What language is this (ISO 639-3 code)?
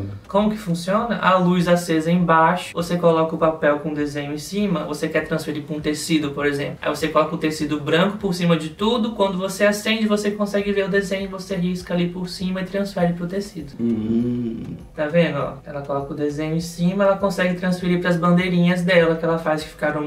por